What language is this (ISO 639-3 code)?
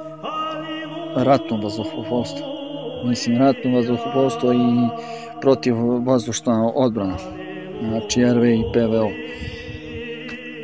srp